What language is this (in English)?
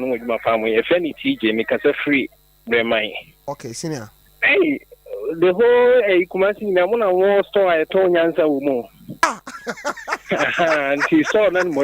Akan